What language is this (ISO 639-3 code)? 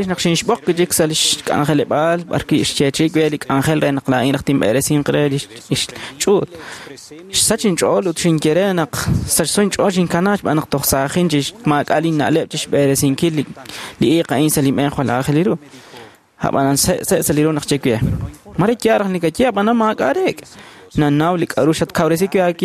kek